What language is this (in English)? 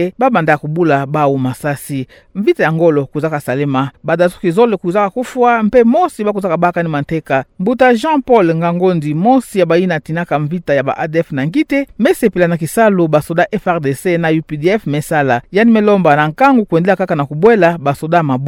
Kituba (Democratic Republic of Congo)